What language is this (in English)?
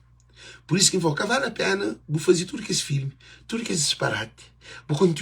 Kabuverdianu